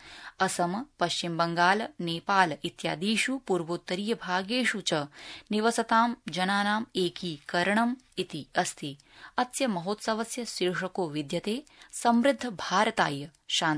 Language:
Sanskrit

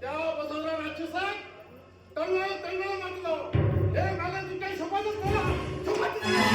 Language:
Konkani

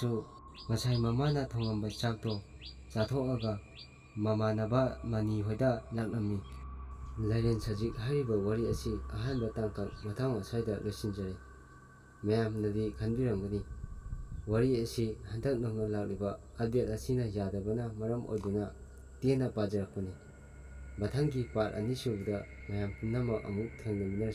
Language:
Manipuri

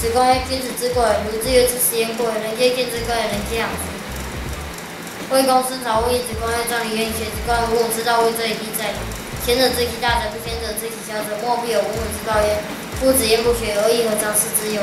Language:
Literary Chinese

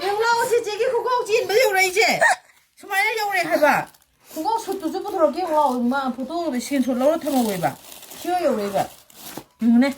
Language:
Manipuri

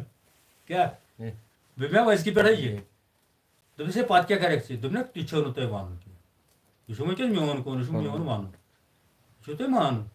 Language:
Kashmiri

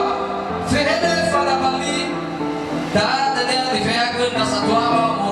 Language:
Nias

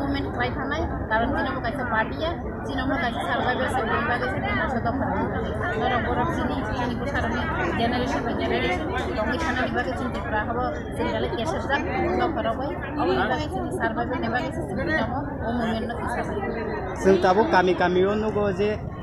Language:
Kok Borok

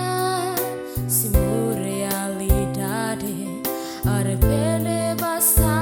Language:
Tetum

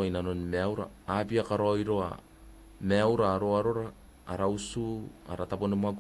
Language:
Gilbertese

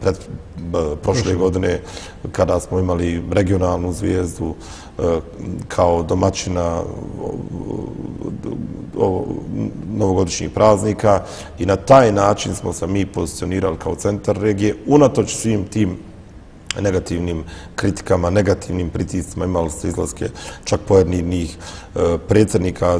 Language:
Bosnian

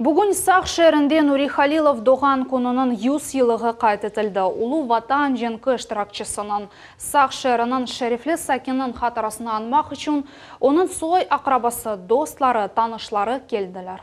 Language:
Crimean Tatar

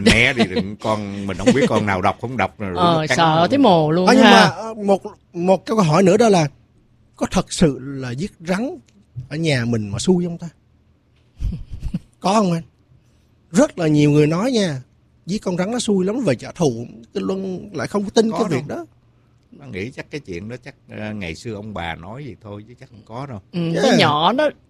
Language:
Vietnamese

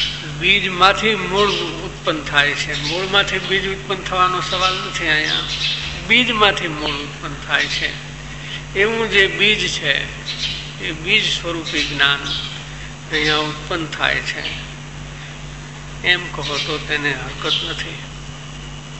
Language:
Gujarati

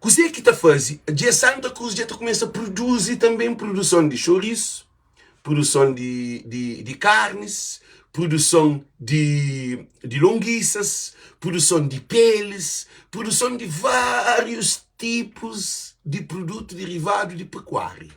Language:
Kabuverdianu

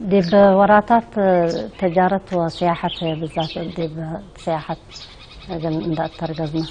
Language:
Tigre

